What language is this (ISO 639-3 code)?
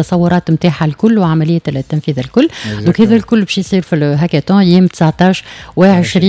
aeb